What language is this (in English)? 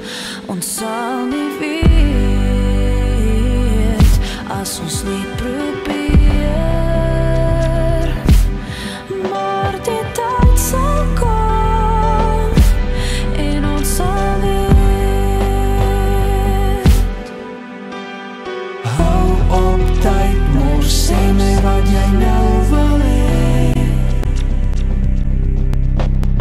Afrikaans